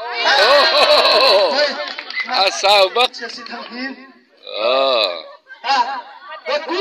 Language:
Hakha Chin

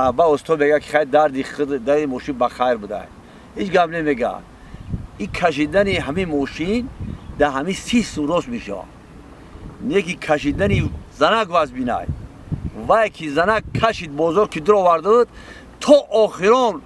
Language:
Tajik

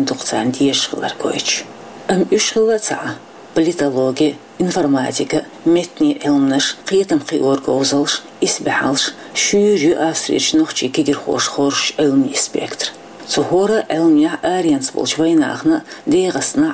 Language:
Chechen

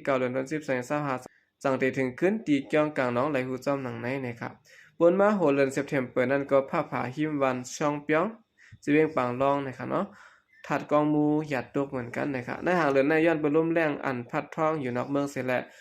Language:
Shan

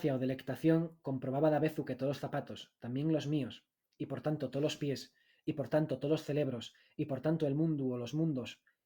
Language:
Asturian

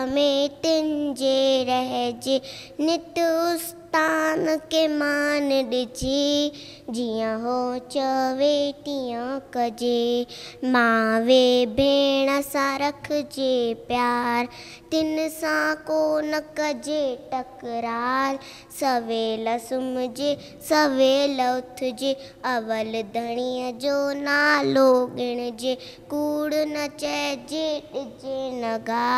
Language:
Sindhi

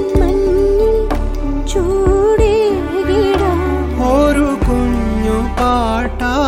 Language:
Malayalam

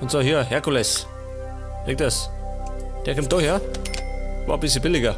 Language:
Bavarian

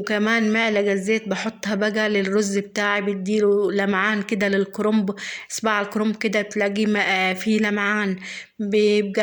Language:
Egyptian Arabic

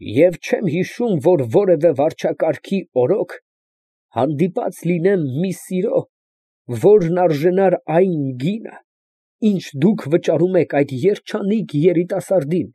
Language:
Armenian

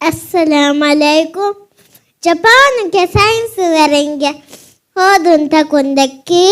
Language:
Divehi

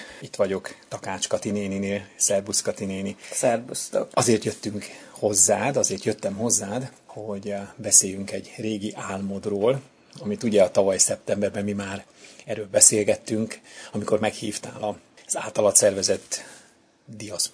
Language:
Hungarian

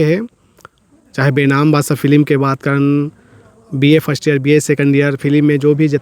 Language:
Chhattisgarhi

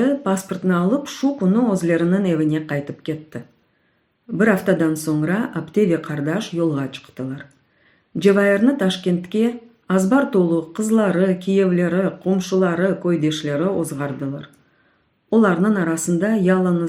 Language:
Crimean Tatar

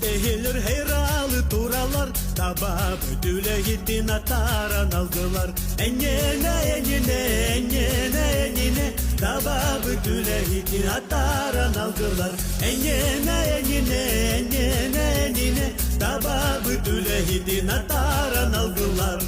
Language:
Yakut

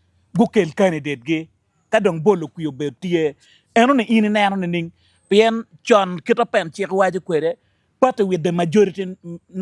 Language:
Acoli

